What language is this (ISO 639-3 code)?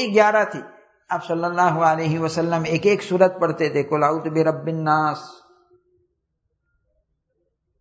urd